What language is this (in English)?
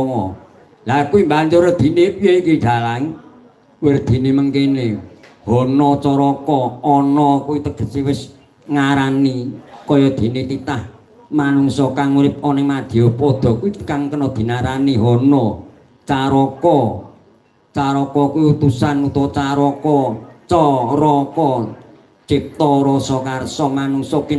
Javanese